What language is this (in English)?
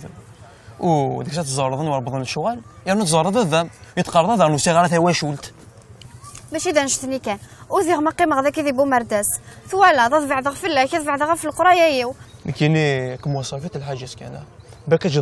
Kabyle